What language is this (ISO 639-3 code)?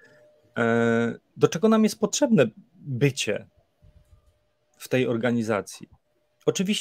pol